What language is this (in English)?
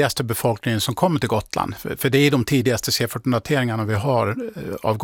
Swedish